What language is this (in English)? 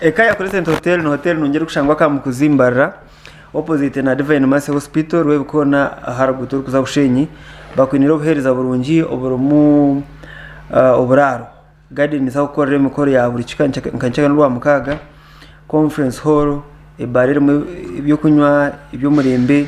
Nyankole